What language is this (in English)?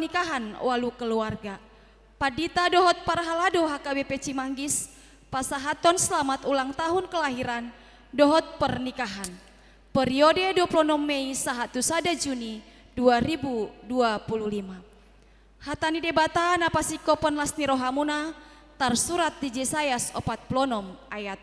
Batak Toba